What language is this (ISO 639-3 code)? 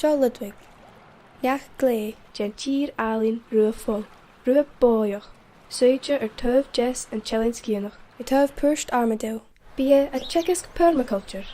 gla